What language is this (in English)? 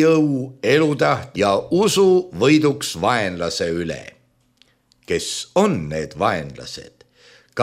Estonian